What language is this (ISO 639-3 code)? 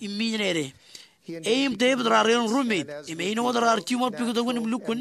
mah